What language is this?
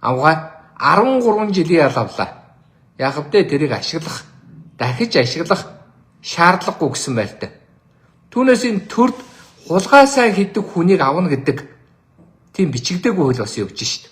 Mongolian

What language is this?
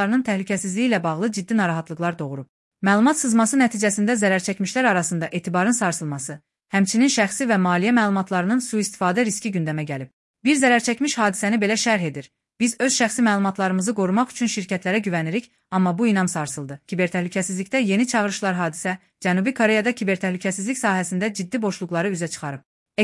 Azerbaijani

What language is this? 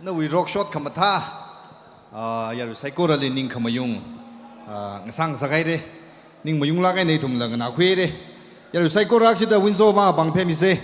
Tangkhul Naga (India)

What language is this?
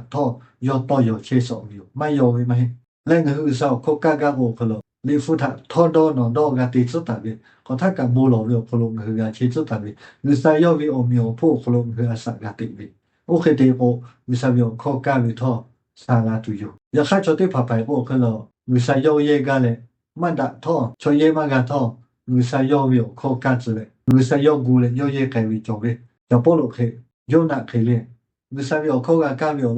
Lahu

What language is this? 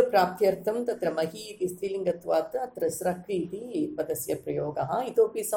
Sanskrit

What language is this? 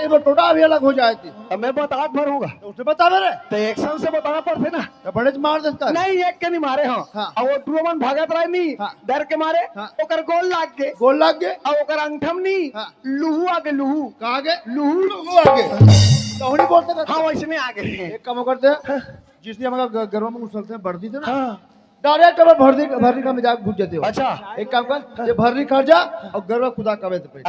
Chhattisgarhi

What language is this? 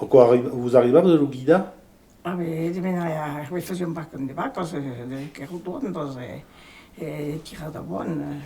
Occitan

